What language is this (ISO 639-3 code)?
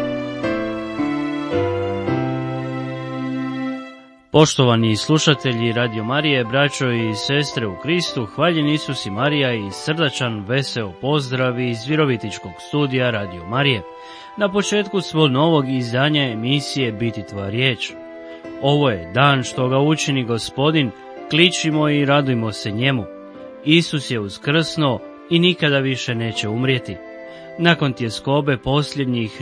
hrv